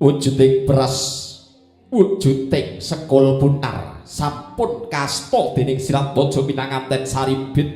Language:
Javanese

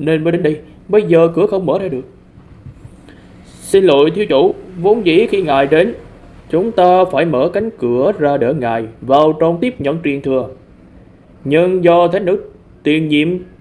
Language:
Vietnamese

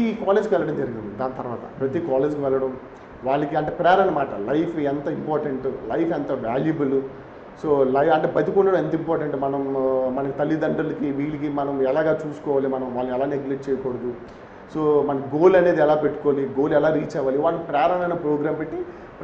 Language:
Telugu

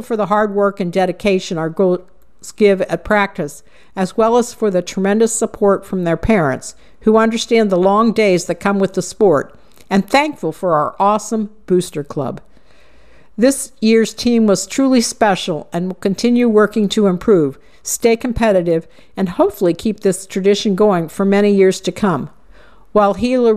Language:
English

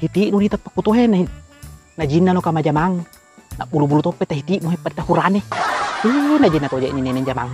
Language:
Buginese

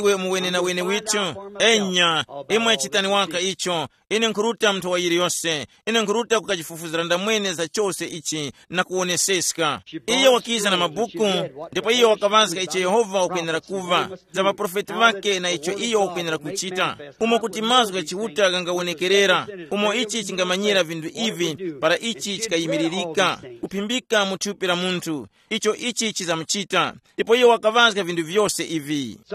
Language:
Tumbuka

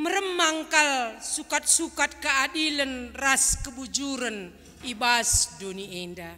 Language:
Batak Karo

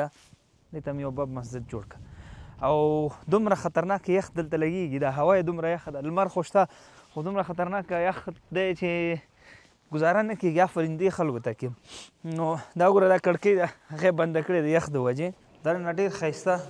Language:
Pashto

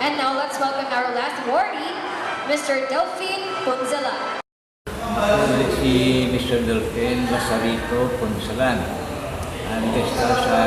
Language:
Hiligaynon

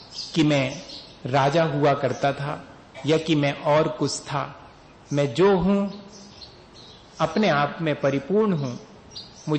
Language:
Hindi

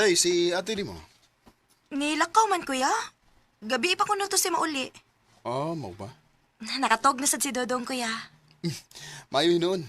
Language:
Cebuano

